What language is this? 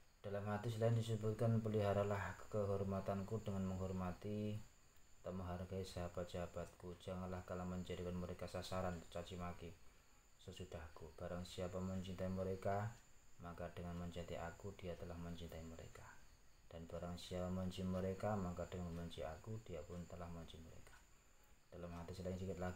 Indonesian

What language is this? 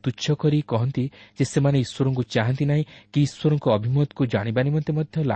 Odia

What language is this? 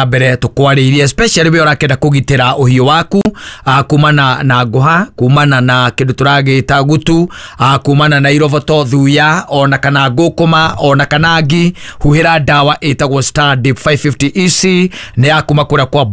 Kikuyu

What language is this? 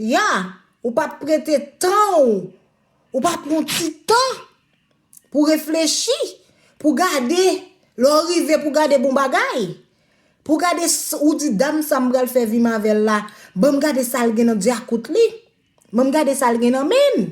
Haitian Creole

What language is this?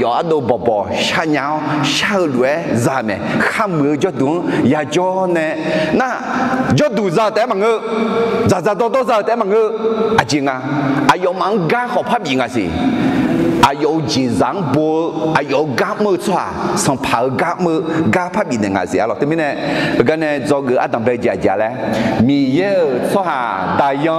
Akha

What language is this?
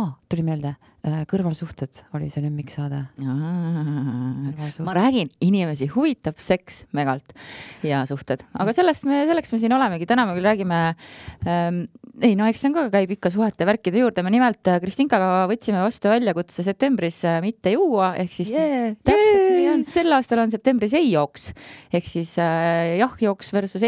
Estonian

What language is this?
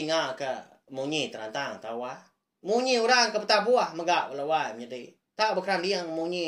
Iban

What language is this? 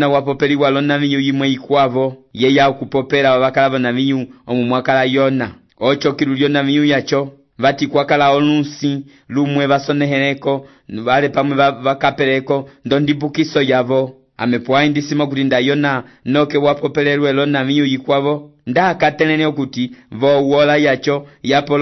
Umbundu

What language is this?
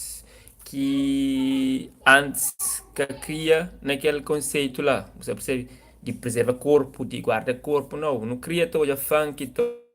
Kabuverdianu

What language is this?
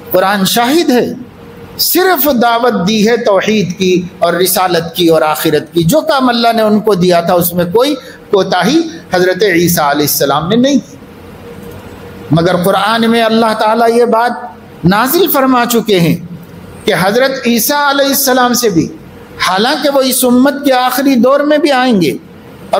Urdu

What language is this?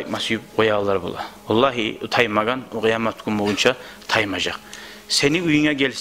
Kumyk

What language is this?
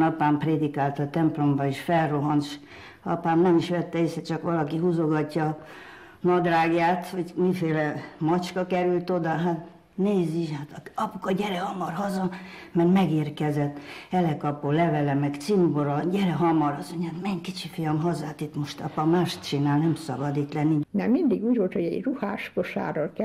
Hungarian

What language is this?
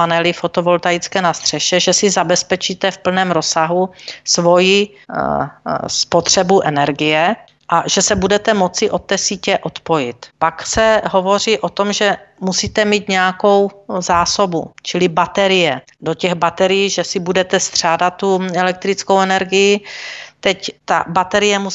Czech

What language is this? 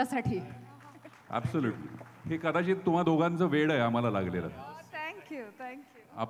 Marathi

